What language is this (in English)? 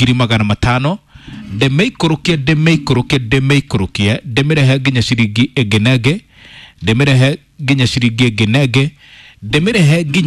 Kikuyu